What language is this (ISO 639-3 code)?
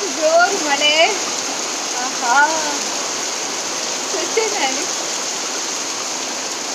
kan